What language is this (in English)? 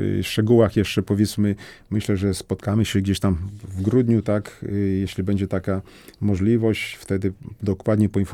Polish